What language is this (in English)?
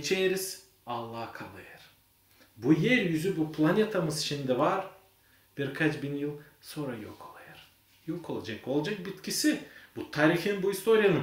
Gagauz